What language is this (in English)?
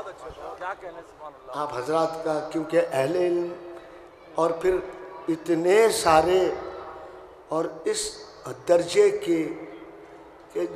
Urdu